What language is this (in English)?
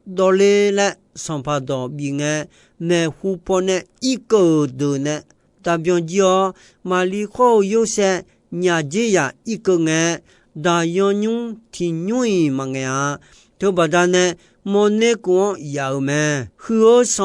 Akha